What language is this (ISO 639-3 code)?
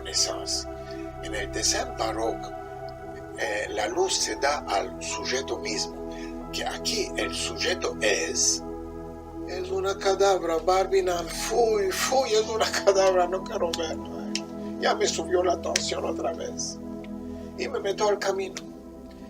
lad